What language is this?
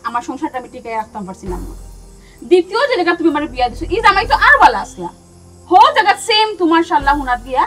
Sylheti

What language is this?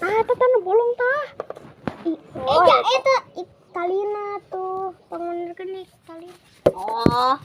Sundanese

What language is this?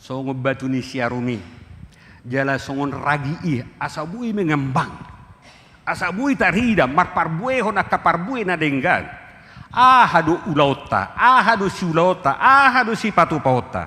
Batak Toba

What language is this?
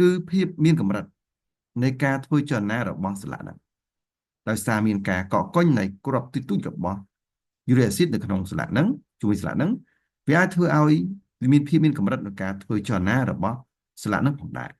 Khmer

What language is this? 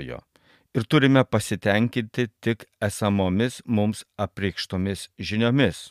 Lithuanian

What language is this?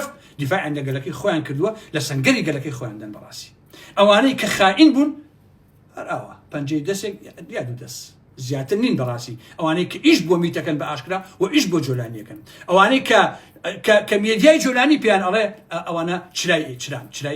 Central Kurdish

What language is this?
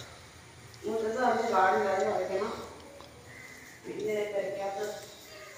Malayalam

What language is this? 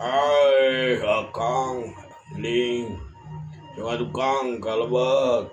Sundanese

